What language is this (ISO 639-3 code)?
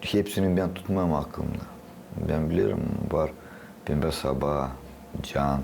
gag